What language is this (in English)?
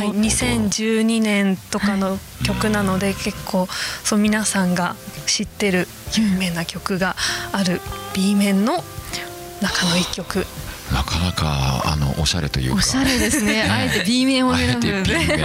Japanese